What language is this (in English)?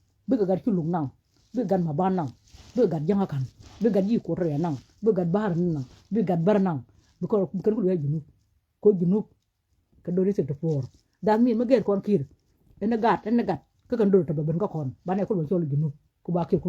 Nuer